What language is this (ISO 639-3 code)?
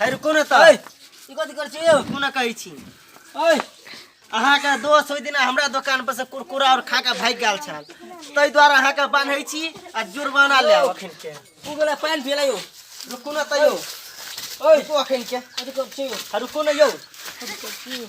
mai